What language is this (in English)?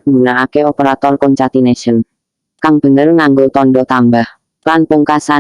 Javanese